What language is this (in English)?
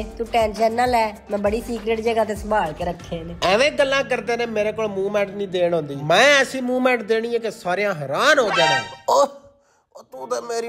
Punjabi